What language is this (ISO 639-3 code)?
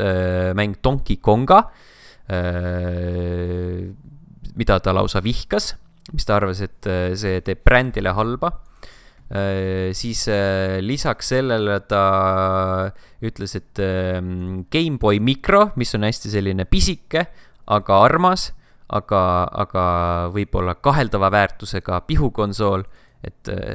est